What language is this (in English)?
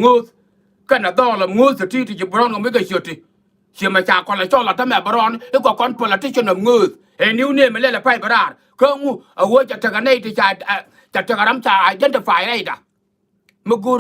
Nuer